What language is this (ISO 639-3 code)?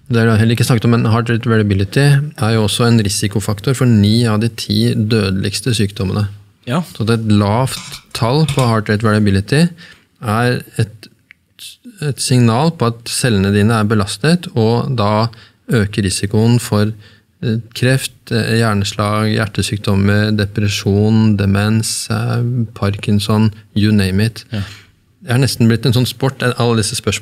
nor